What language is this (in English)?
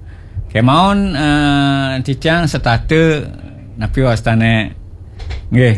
Balinese